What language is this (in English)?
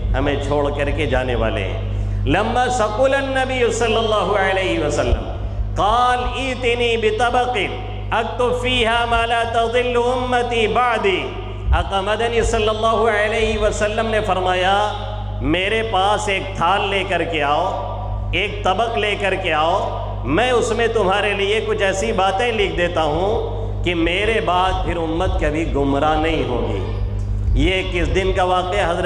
Urdu